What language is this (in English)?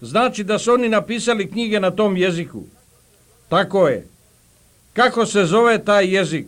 Bosnian